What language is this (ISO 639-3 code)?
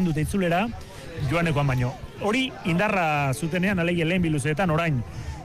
eus